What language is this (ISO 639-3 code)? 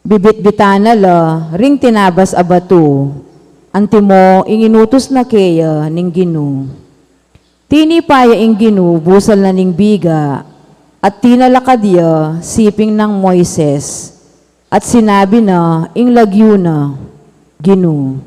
pam